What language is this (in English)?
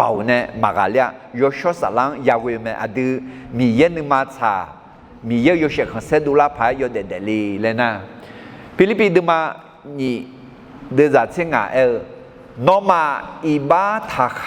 Akha